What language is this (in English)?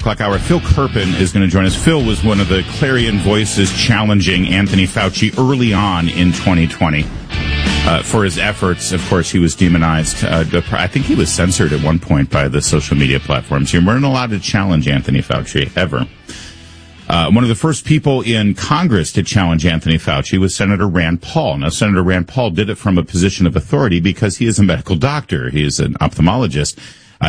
English